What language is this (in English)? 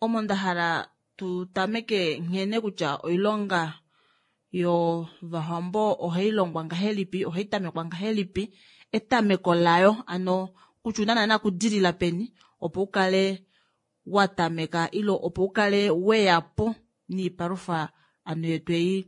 Kuanyama